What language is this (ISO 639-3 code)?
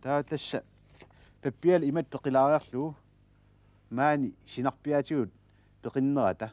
kal